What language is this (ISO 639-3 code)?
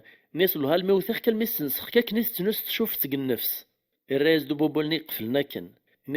kab